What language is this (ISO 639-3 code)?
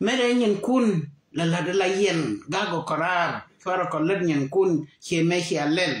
nus